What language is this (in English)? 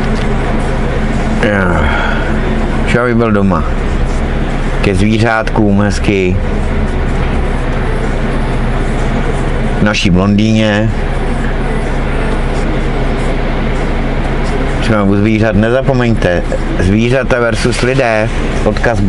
Czech